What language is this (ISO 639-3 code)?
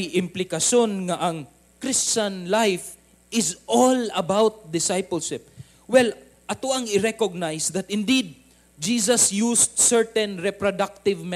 ceb